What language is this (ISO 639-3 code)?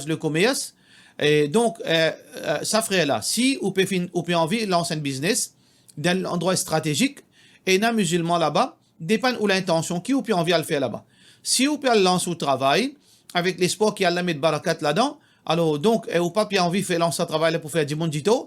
mfe